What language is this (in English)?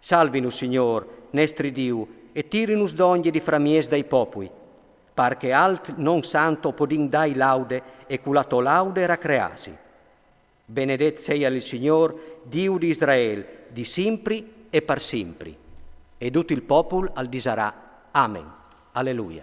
Friulian